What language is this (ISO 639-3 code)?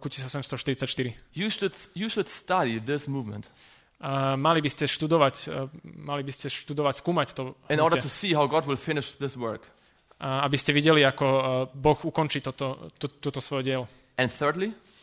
slk